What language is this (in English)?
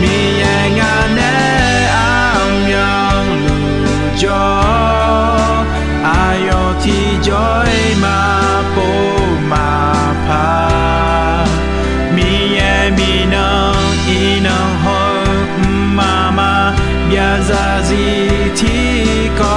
Akha